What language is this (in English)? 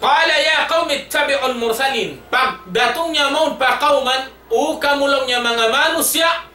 Tausug